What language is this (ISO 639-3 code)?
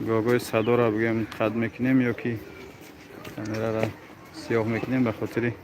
tgk